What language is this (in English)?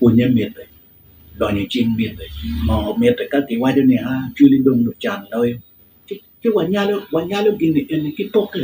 Acoli